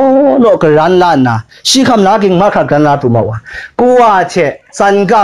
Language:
Kachin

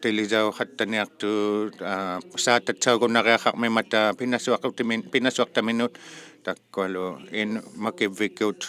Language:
Inuktitut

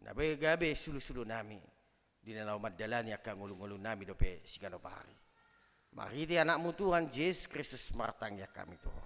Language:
Batak Toba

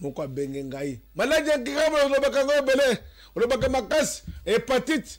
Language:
Lingala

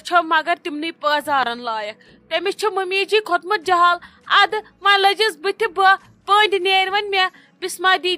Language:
Kashmiri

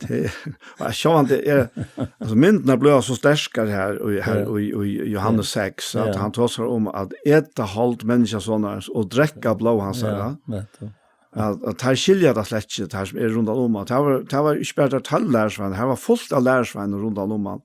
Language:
Faroese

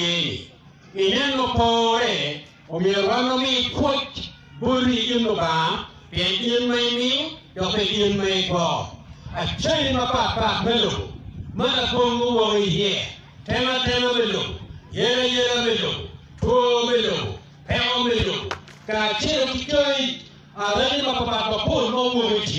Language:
Acoli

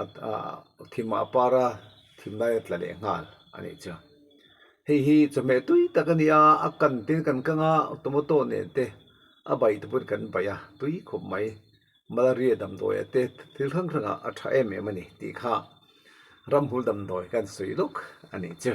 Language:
Mizo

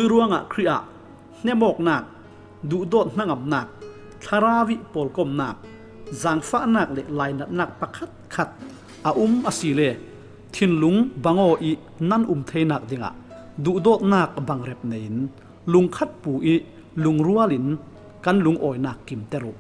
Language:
Falam Chin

